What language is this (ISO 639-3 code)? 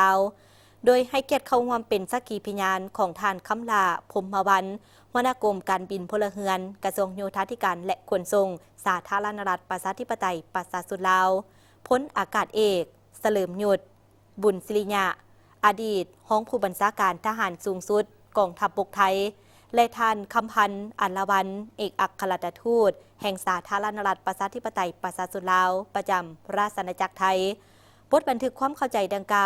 lao